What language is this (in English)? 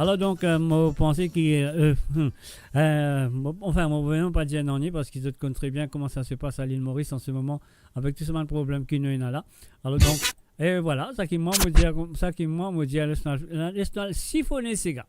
Morisyen